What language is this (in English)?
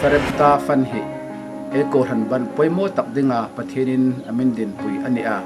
Hmar